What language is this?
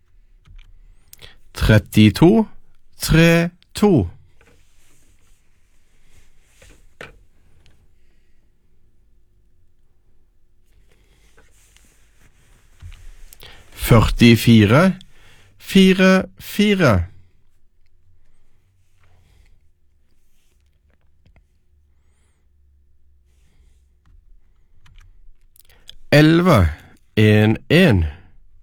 Norwegian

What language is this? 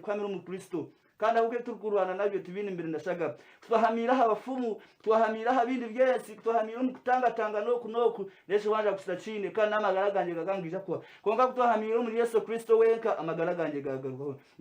Nyankole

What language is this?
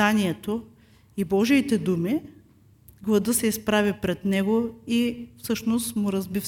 Bulgarian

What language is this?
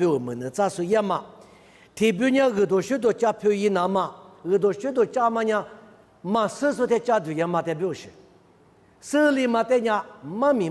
Lisu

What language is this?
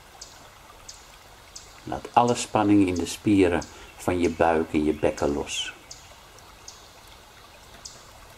Dutch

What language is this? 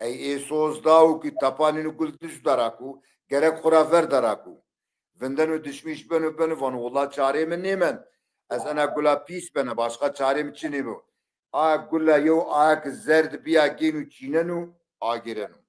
Zaza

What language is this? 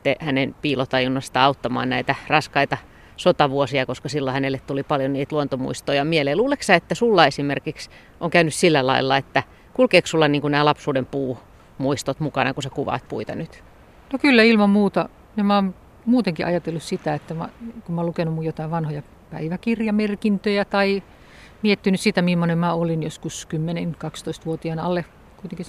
Finnish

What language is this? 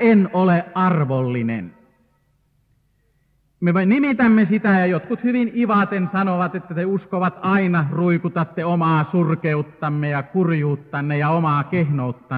Finnish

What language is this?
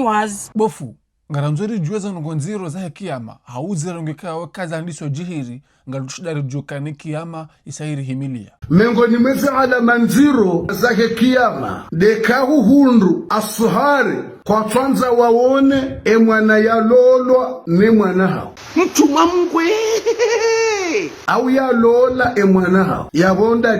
Ngazidja Comorian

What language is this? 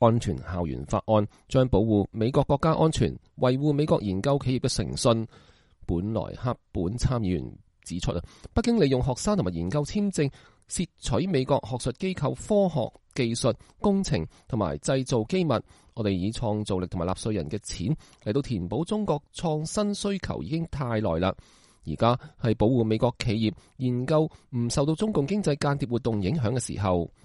Cantonese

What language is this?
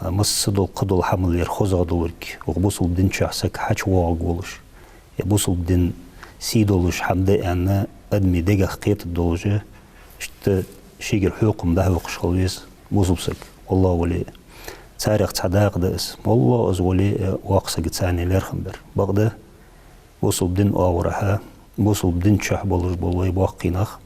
Ingush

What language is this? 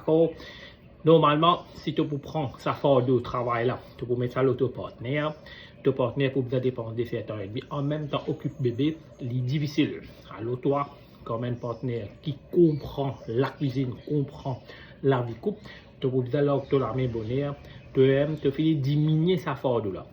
Morisyen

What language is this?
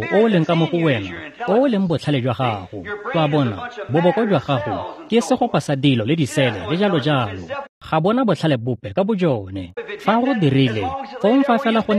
Tswana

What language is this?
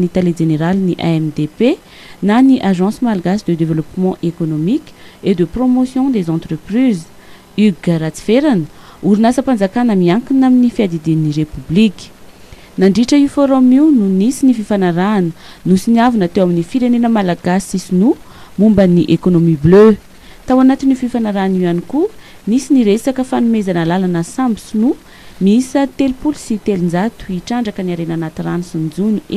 Malagasy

